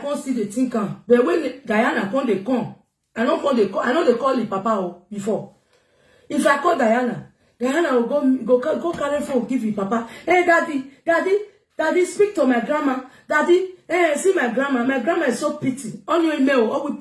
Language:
Nigerian Pidgin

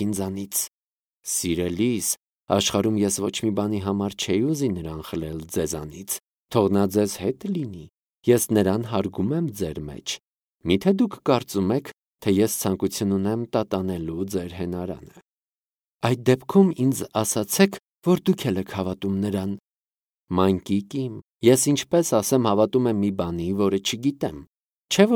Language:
Armenian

